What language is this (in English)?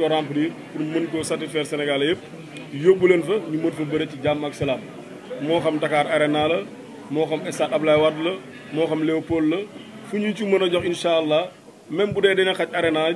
Wolof